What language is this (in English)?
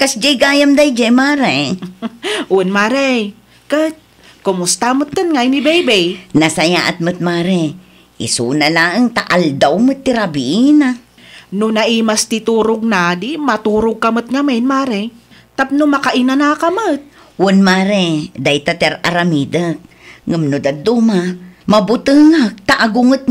Iloko